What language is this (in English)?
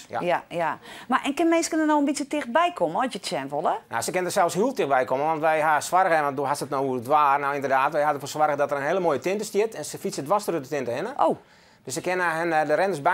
Western Frisian